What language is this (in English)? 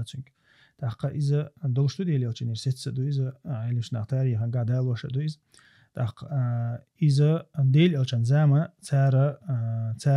Chechen